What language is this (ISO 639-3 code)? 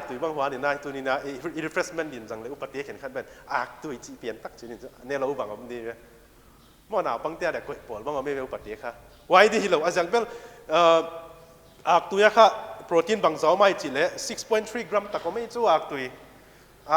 pck